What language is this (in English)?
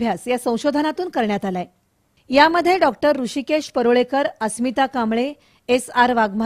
Marathi